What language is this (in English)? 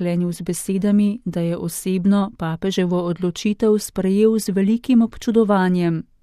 Slovenian